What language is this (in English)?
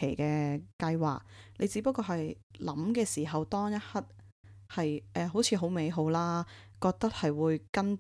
Cantonese